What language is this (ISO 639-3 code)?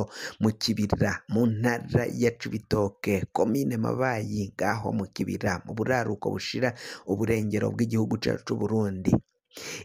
run